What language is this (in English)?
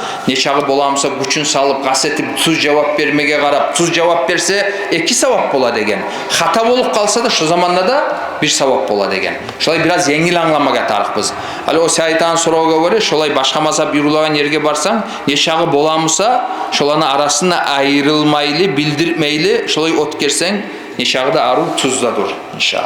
Kumyk